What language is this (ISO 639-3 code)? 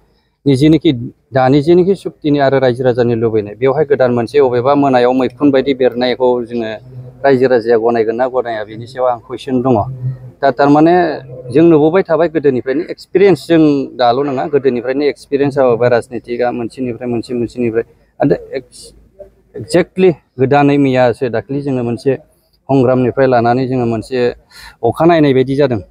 brx